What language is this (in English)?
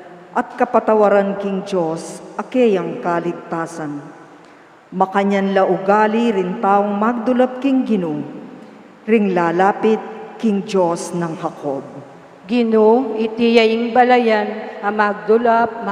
Pampanga